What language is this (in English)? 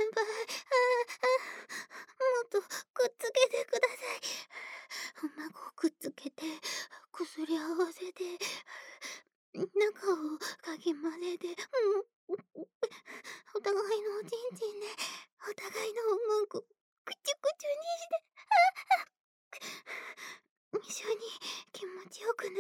Japanese